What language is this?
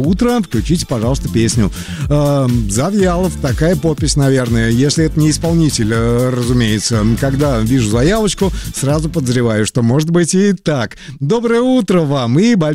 Russian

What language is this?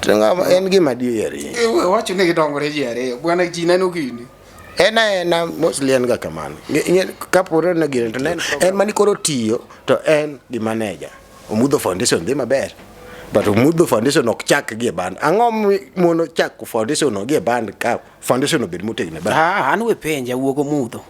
Luo (Kenya and Tanzania)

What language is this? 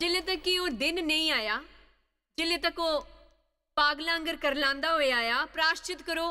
Dogri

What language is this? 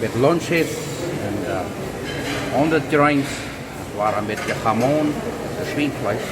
Plautdietsch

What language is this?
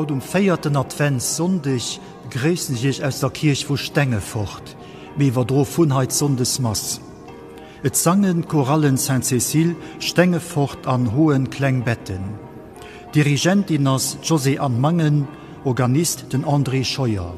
Luxembourgish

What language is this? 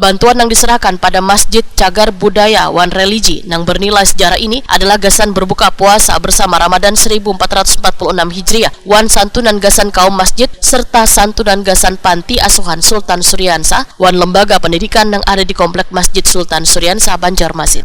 Banjar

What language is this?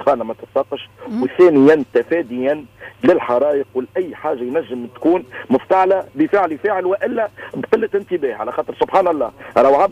Tunisian Arabic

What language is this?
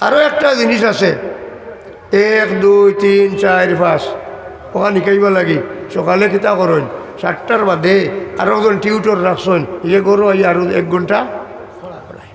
Sylheti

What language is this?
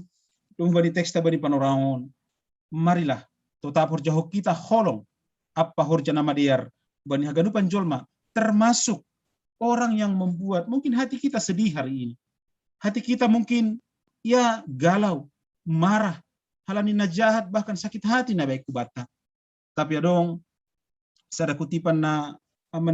Batak Simalungun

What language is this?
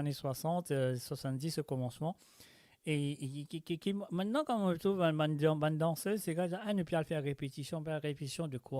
Morisyen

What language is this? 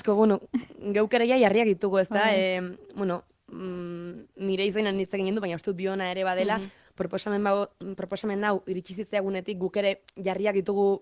Basque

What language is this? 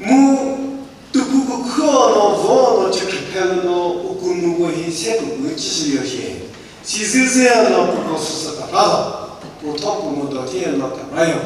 Chokri Naga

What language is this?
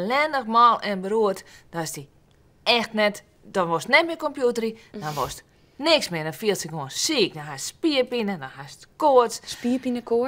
Western Frisian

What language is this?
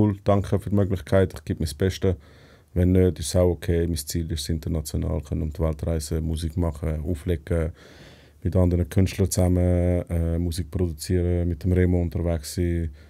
Swiss German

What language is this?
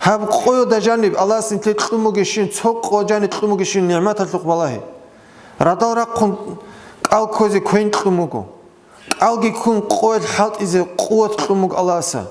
Avaric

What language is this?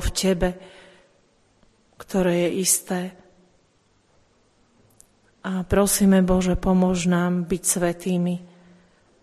Slovak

